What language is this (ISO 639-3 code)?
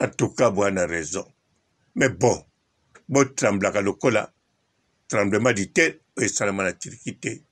lin